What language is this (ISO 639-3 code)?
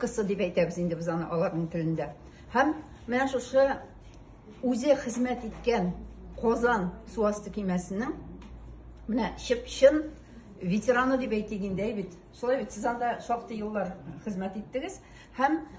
tat